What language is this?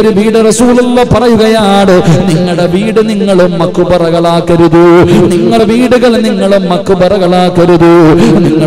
Malayalam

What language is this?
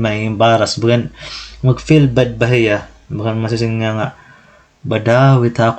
Waray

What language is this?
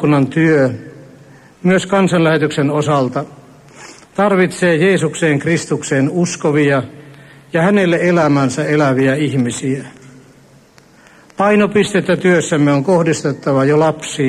Finnish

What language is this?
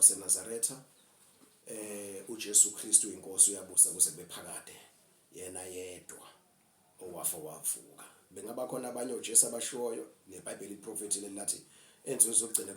Zulu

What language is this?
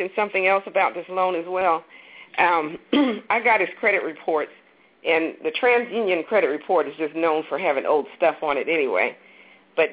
English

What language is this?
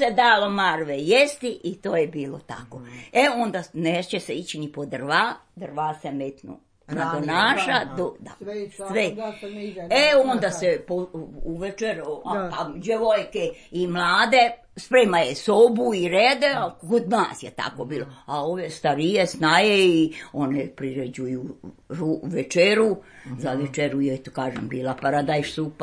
Serbian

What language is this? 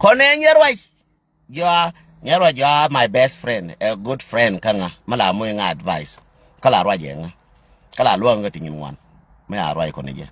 Nuer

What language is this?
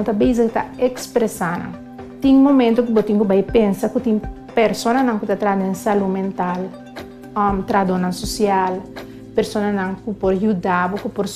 Papiamento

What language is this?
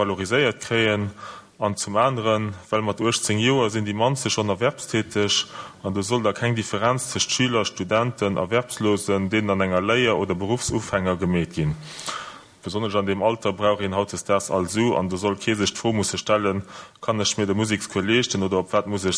Luxembourgish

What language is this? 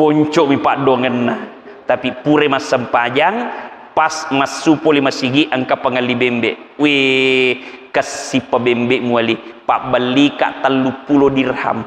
Buginese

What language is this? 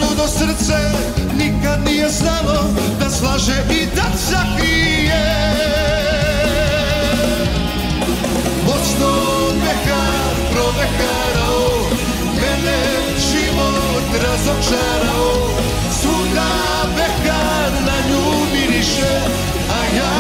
Serbian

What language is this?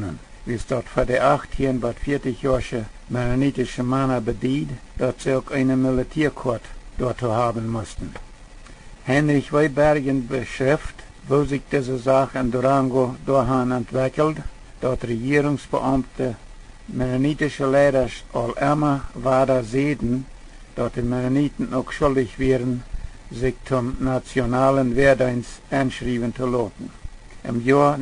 Plautdietsch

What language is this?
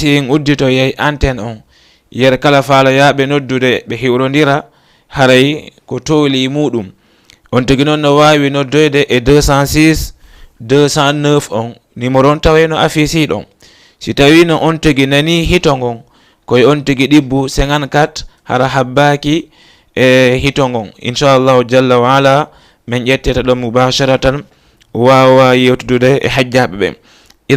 Fula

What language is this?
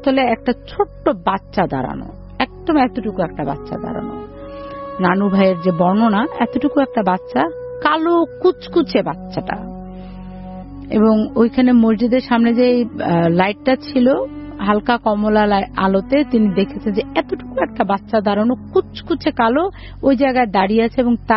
Bangla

